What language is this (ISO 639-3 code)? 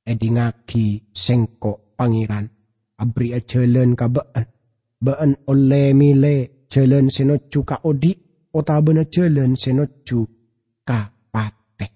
mad